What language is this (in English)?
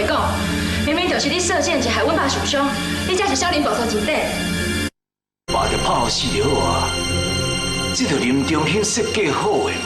Min Nan Chinese